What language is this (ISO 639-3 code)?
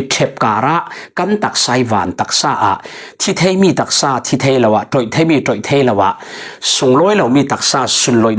cfm